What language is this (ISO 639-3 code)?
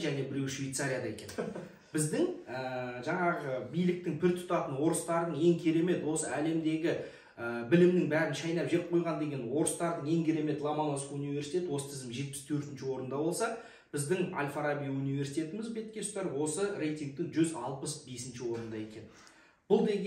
kaz